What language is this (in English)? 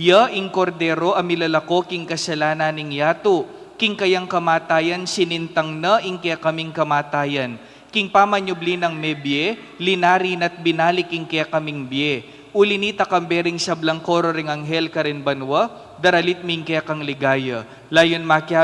Pampanga